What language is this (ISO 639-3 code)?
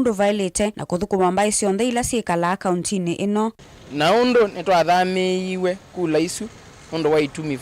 kam